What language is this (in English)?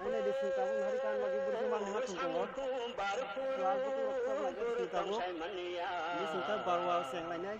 Kok Borok